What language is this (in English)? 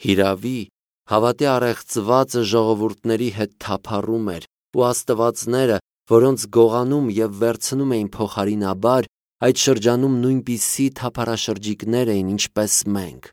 Armenian